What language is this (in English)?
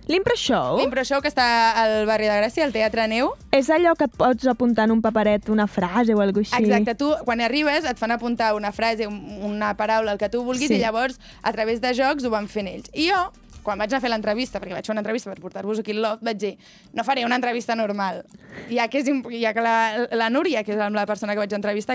Catalan